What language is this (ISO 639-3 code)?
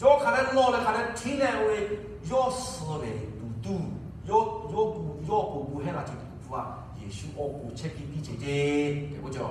lhu